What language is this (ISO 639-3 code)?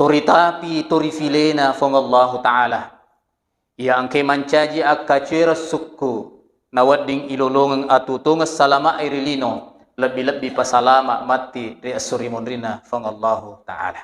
bug